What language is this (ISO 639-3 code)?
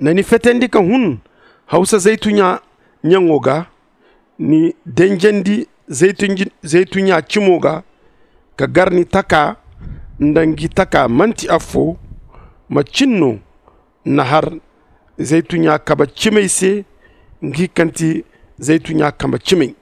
dje